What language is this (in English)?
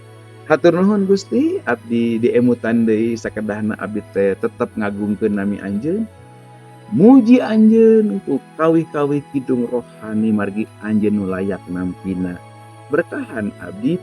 Sundanese